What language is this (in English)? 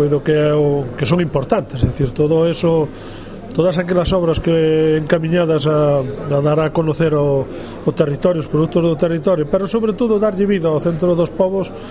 Galician